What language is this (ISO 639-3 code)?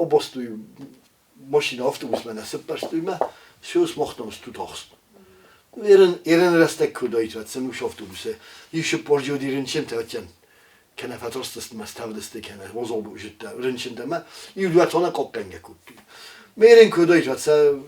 oss